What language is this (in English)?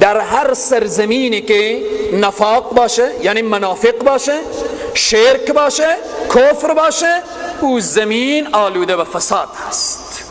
Persian